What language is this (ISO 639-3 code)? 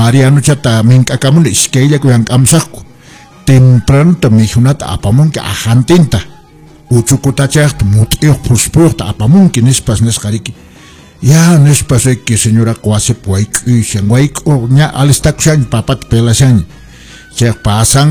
que